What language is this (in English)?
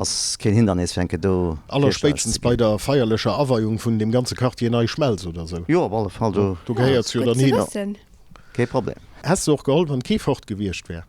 Luxembourgish